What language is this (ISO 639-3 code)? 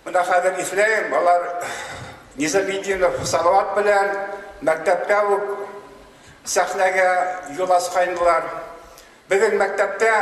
bak